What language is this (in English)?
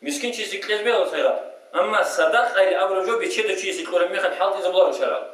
Avaric